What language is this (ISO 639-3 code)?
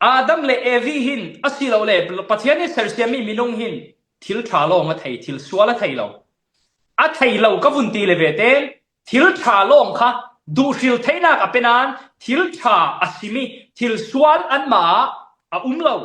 cfm